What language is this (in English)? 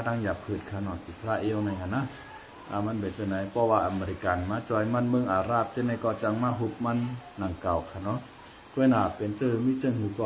Shan